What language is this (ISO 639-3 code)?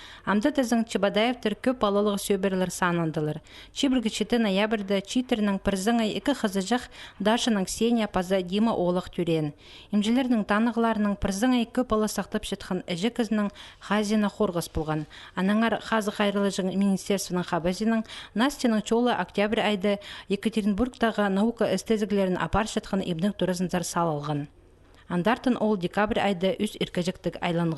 kjh